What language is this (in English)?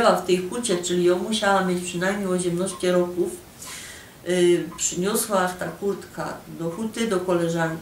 Silesian